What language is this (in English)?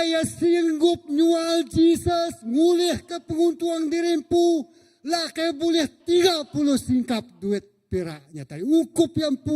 Iban